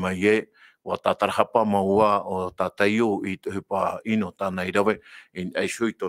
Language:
Tahitian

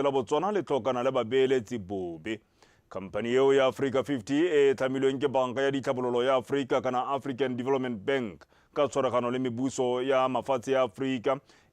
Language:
Tswana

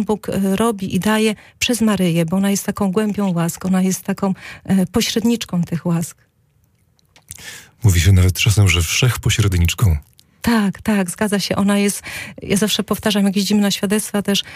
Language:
Polish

